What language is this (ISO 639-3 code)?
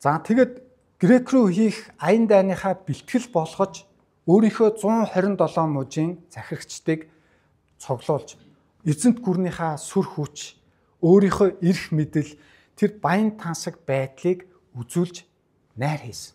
mon